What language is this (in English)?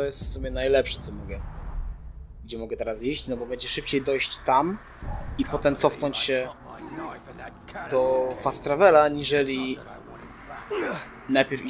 Polish